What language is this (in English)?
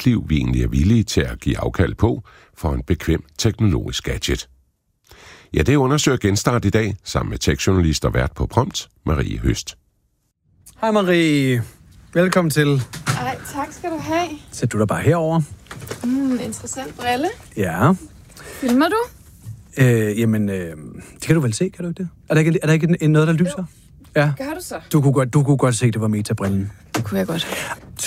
Danish